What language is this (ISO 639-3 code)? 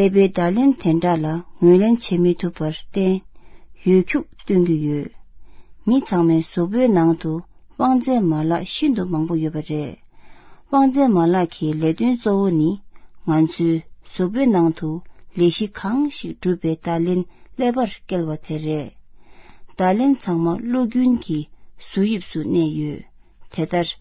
bod